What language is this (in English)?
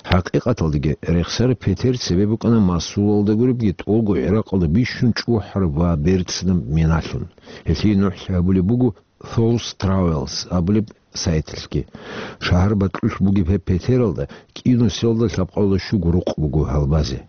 Avaric